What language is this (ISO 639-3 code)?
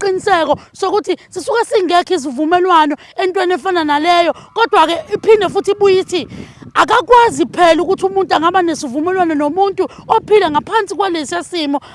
zul